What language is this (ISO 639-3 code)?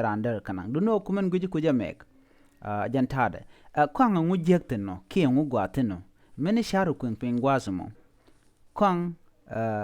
nus